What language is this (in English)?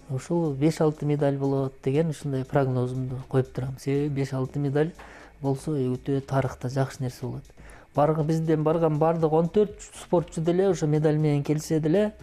Kyrgyz